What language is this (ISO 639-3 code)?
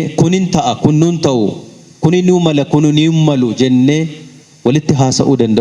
orm